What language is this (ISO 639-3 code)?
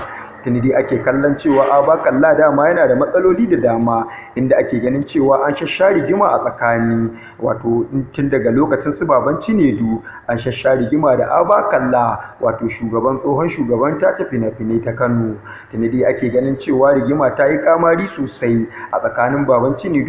hau